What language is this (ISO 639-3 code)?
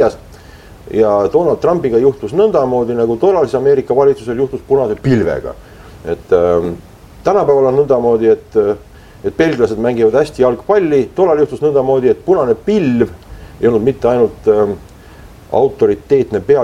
est